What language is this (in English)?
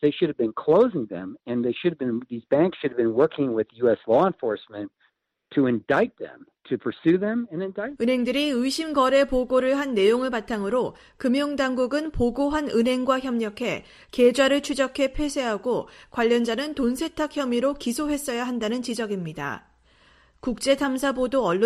Korean